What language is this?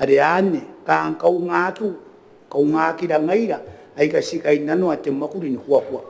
Gilbertese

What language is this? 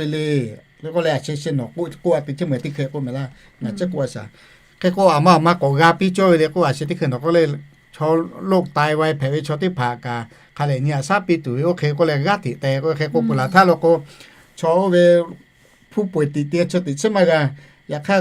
Lahu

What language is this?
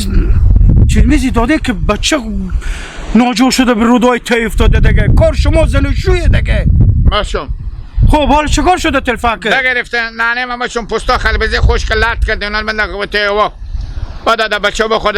Hazaragi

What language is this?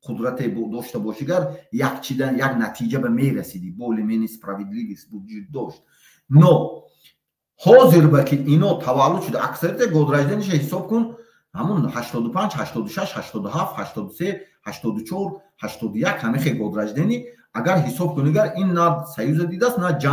Tajik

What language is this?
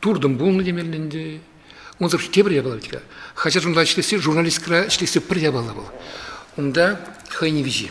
Chuvash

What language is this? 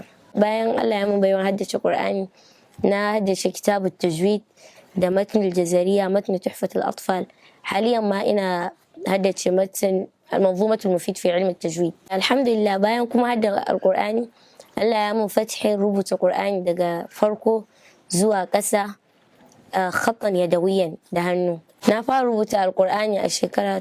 Hausa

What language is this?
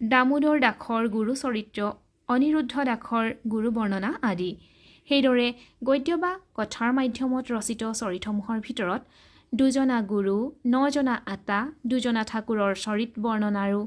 Assamese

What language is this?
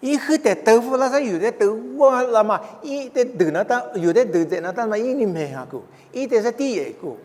Lisu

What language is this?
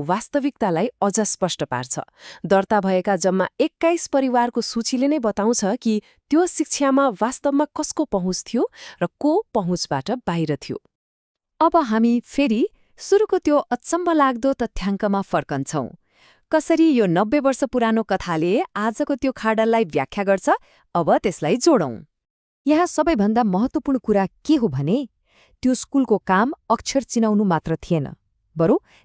Nepali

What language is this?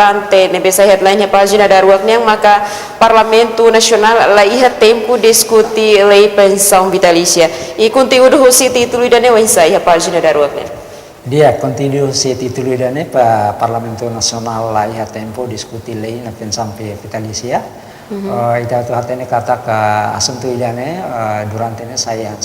Tetum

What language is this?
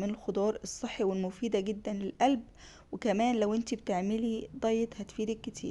Egyptian Arabic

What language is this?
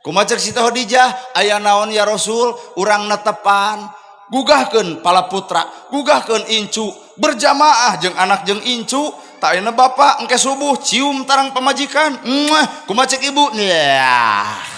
Sundanese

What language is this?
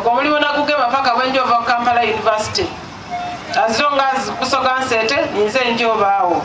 Soga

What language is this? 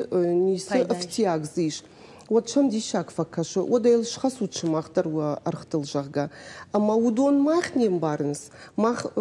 Ossetic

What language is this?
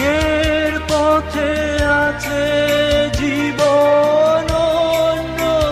Bangla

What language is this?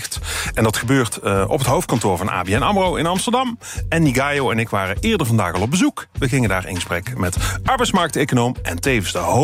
Dutch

